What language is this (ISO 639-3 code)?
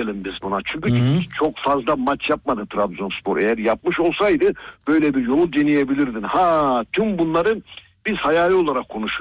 tur